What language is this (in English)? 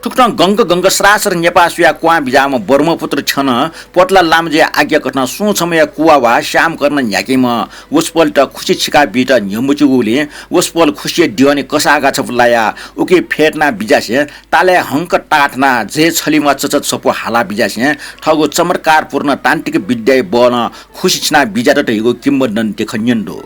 Newari